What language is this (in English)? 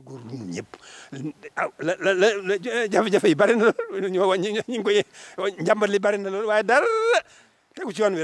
Wolof